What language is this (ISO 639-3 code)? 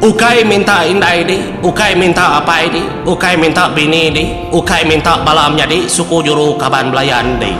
iba